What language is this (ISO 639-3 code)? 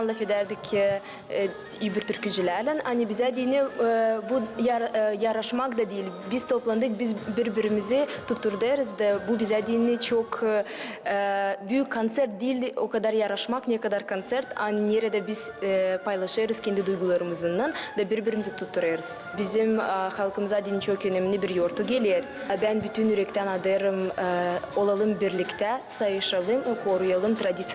gag